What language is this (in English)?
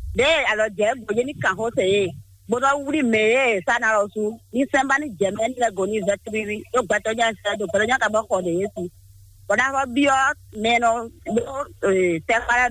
Fon